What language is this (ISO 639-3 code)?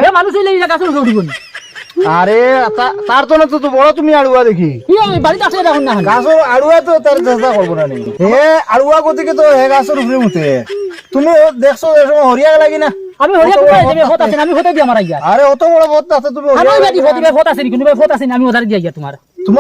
syl